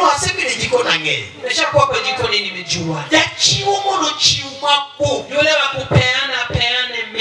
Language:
Luo (Kenya and Tanzania)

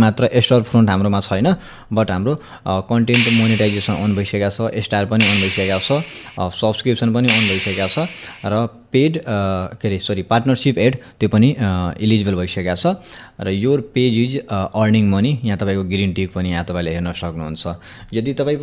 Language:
Nepali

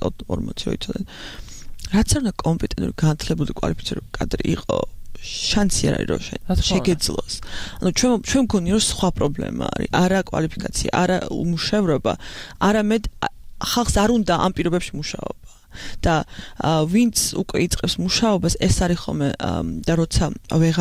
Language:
Georgian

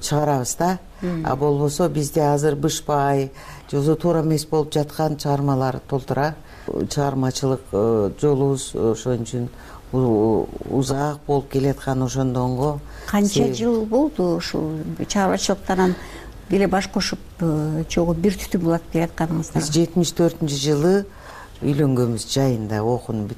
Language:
Kyrgyz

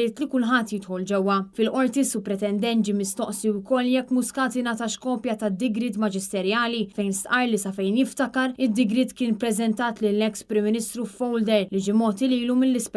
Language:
Maltese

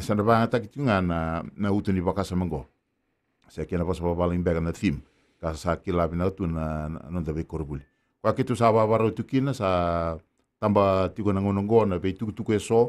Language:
Fijian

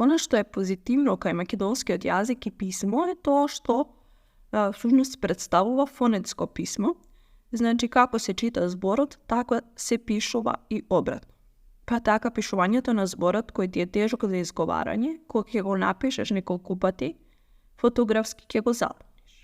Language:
Macedonian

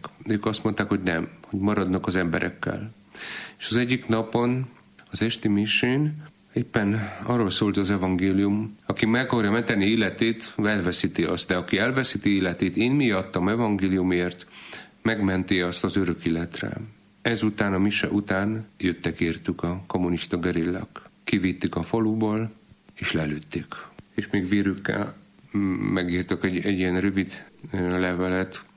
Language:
Hungarian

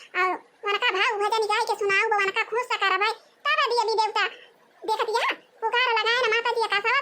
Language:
Awadhi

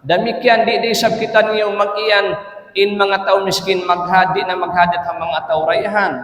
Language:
Tausug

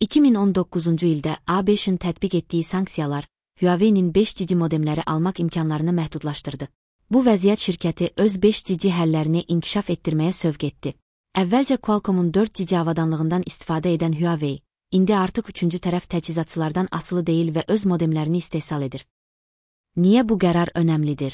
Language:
Azerbaijani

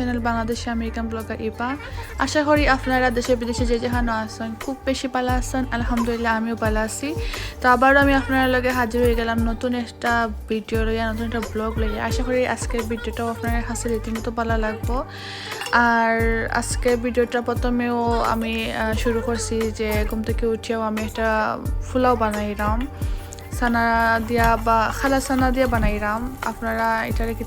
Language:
Sylheti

